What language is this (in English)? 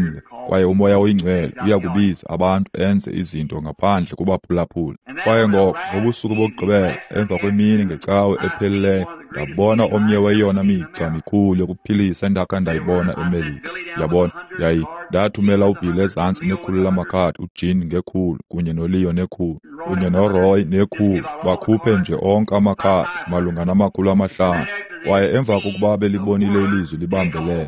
Xhosa